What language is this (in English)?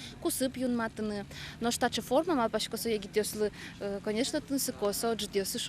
Udmurt